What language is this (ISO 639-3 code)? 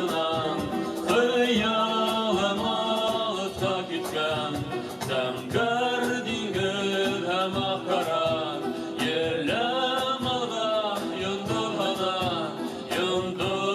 bak